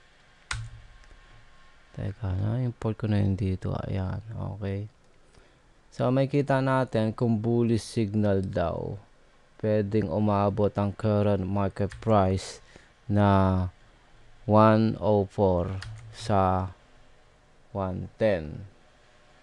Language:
Filipino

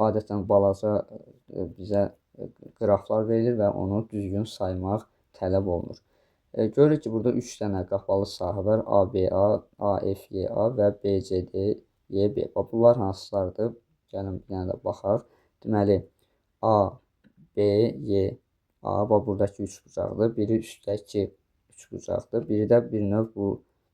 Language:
Azerbaijani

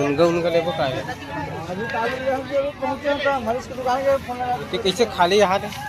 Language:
Chhattisgarhi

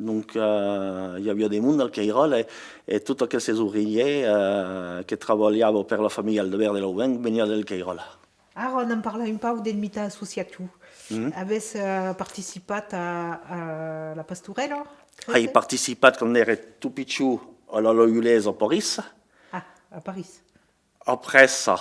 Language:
Occitan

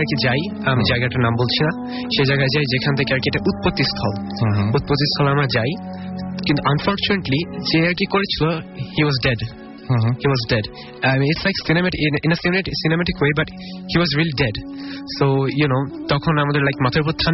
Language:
Bangla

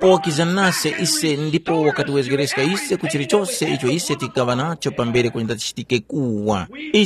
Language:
Tumbuka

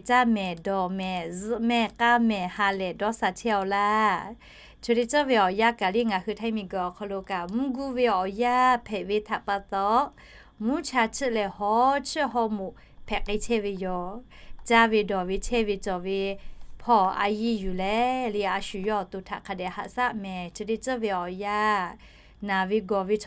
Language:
Lahu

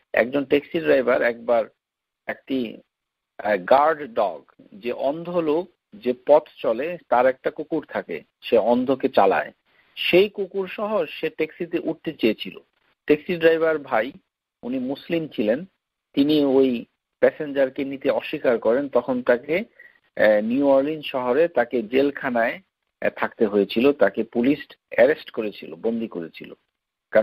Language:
Bangla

